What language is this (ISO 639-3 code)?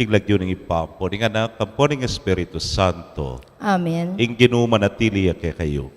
pam